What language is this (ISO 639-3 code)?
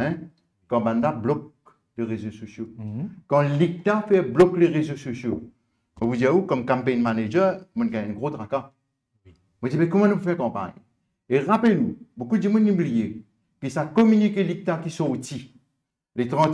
mfe